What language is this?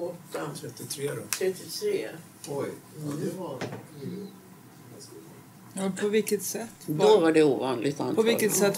Swedish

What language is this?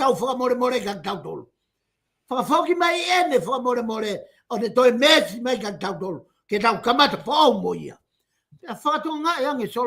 Tongan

